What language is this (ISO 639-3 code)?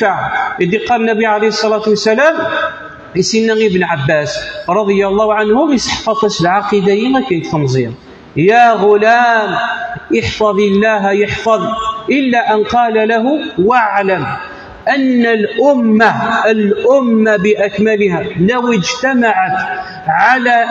kab